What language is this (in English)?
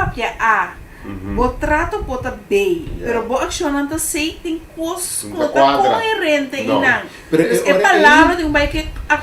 Papiamento